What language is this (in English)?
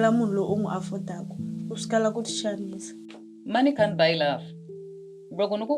Tsonga